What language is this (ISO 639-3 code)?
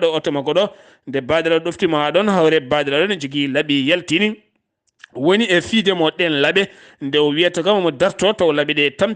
ful